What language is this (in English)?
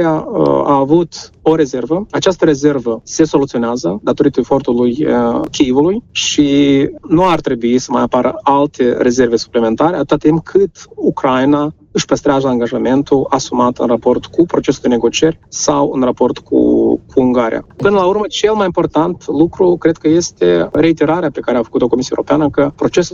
Romanian